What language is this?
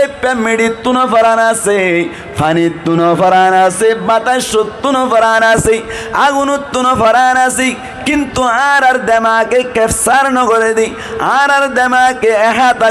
Rohingya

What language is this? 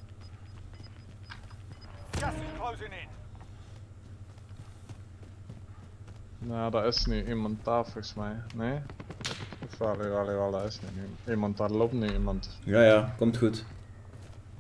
Dutch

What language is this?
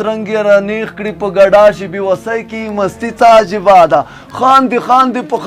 Pashto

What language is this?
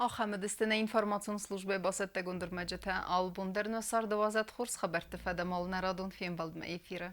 Ossetic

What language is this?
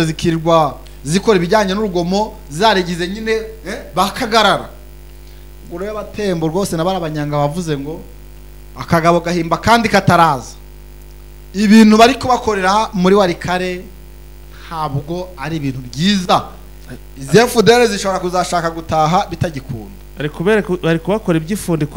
Kinyarwanda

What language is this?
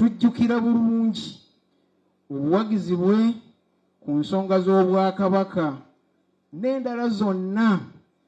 Ganda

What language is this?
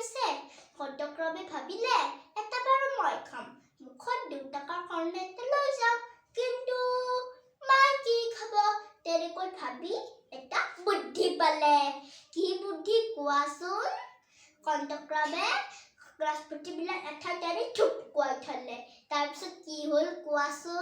Assamese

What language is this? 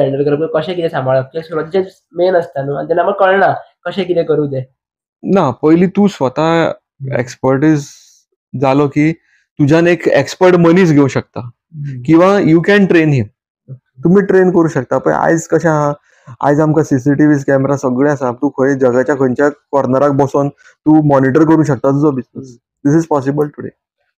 Konkani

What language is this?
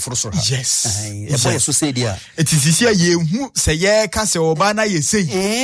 Akan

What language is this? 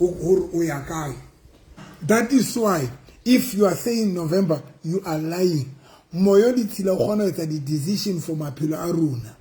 Southern Sotho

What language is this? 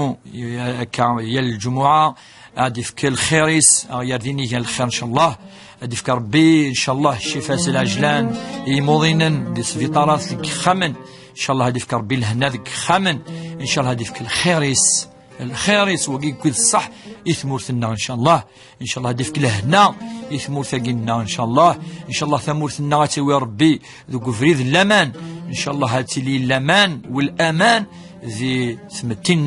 Kabyle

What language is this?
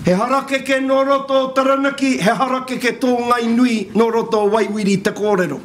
Māori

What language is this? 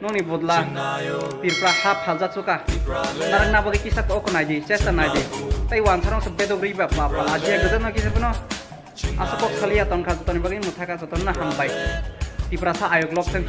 Kok Borok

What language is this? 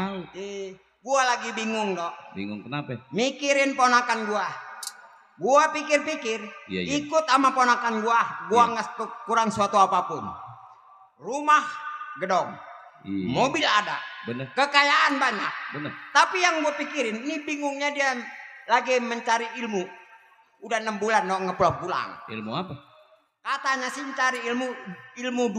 Betawi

